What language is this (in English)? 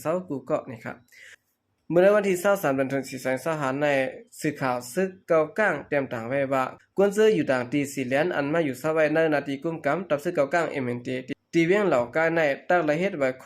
Shan